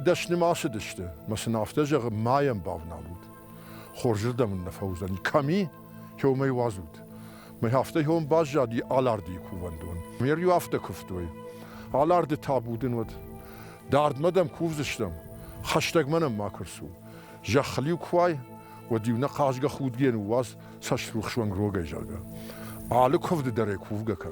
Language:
Ossetic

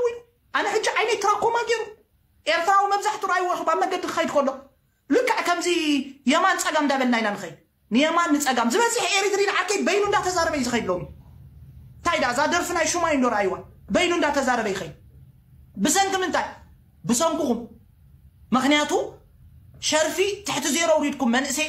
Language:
Tigrinya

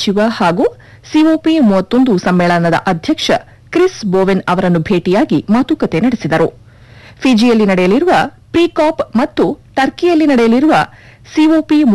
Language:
Kannada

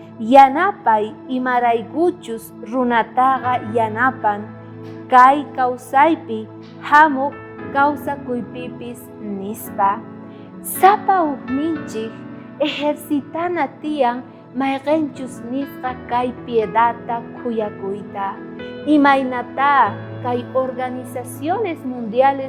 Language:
South Bolivian Quechua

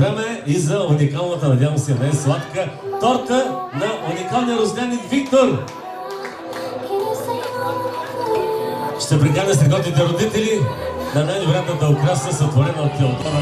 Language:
Bulgarian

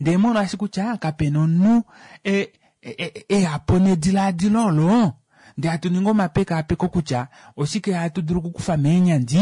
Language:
Kuanyama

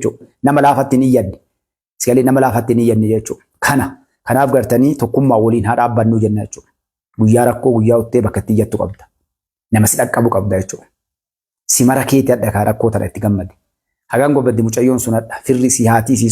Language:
Oromo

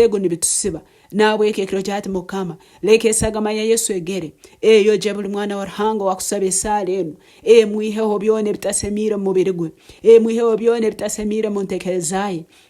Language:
Nyankole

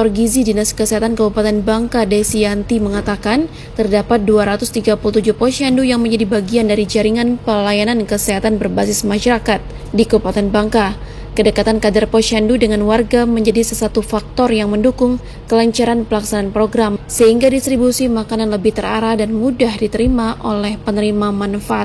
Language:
Indonesian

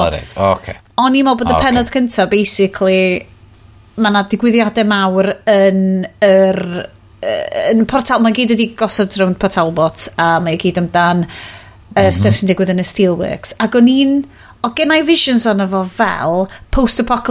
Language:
Welsh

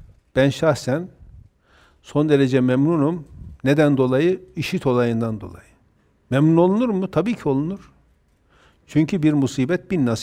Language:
Turkish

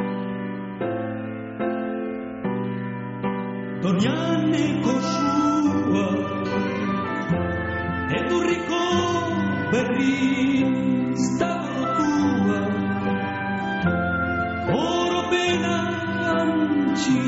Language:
Basque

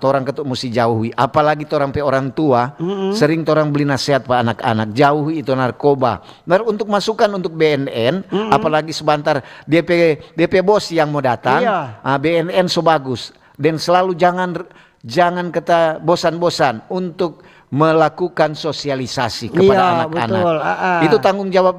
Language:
Manado Malay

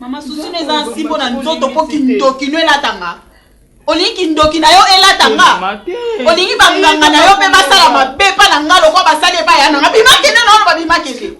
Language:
Lingala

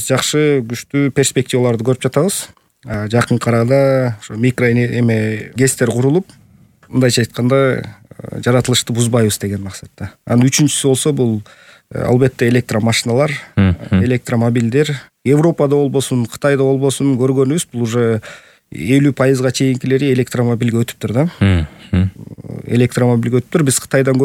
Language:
Kyrgyz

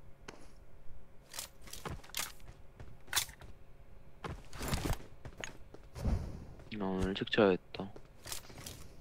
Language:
Korean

